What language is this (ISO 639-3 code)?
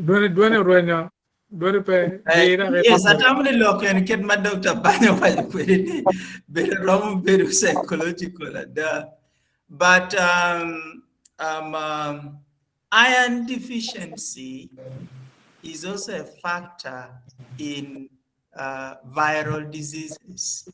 ach